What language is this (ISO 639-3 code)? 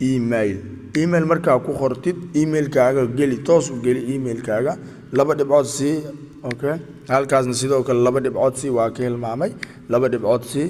som